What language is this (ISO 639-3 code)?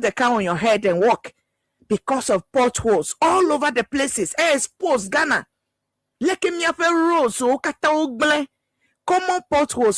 ewe